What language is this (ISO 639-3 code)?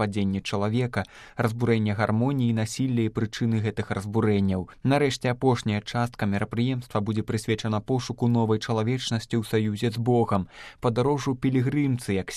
bel